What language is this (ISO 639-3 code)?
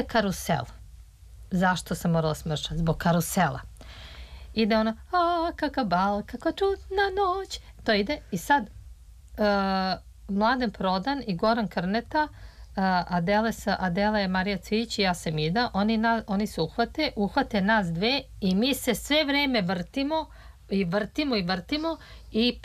srp